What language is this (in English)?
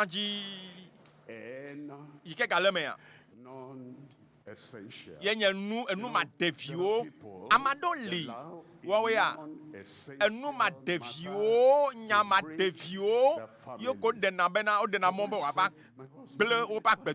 Ewe